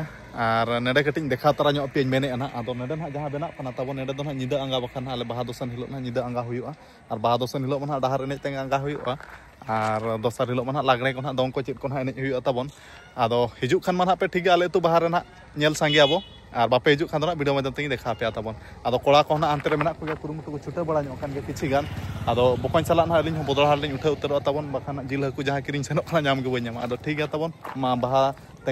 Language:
Santali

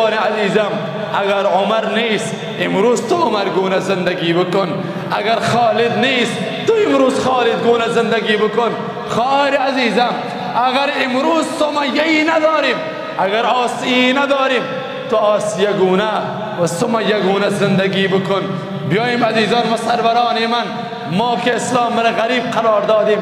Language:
Persian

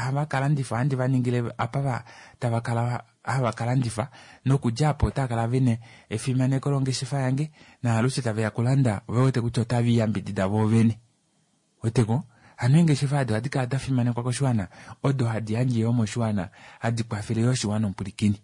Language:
Kuanyama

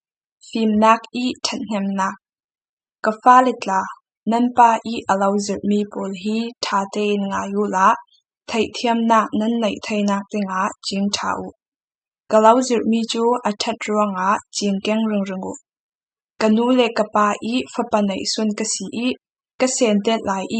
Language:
Falam Chin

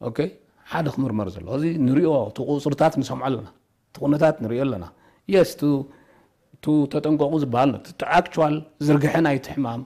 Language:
Tigrinya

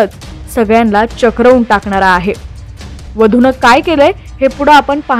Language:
Marathi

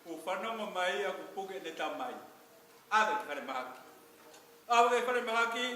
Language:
Tongan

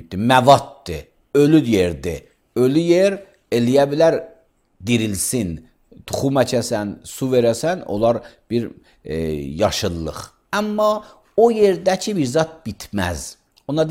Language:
Azerbaijani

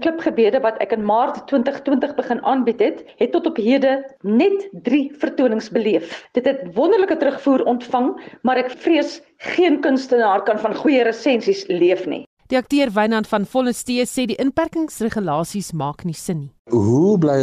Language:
Afrikaans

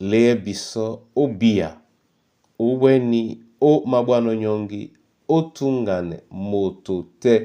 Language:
Duala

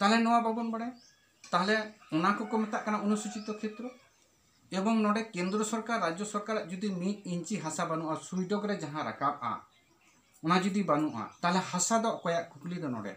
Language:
Santali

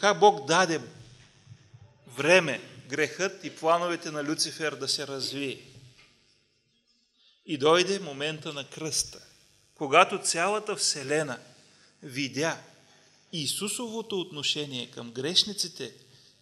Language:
Bulgarian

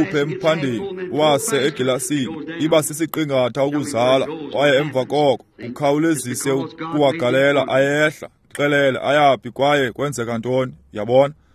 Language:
Xhosa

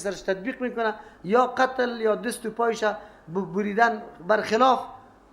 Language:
Persian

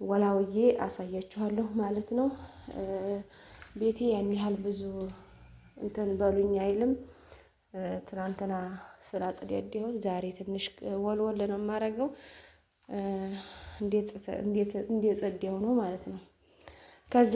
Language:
Amharic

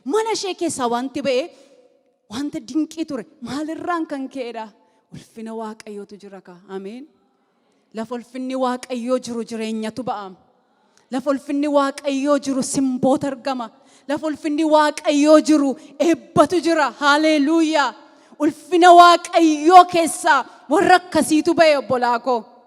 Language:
Oromo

